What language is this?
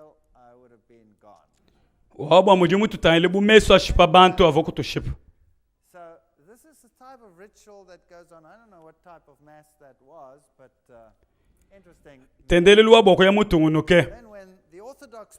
Luba-Lulua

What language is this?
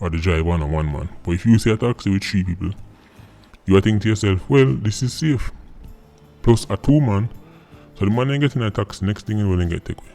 Jamaican Creole English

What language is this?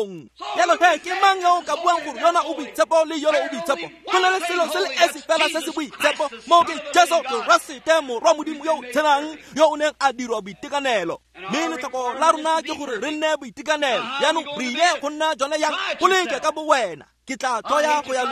Tswana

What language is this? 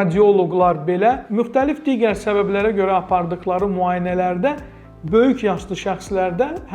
Azerbaijani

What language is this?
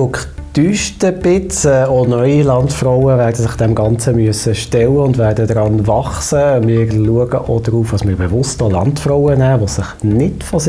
Swiss German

